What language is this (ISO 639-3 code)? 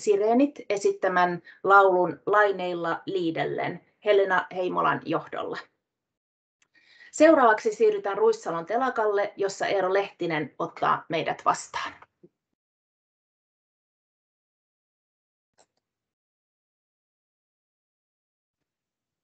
fin